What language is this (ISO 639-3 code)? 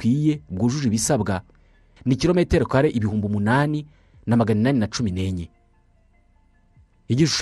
kin